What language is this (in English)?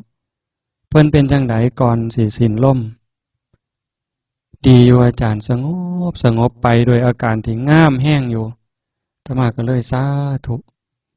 Northeastern Thai